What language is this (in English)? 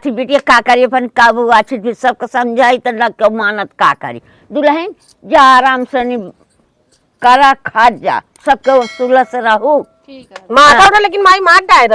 Awadhi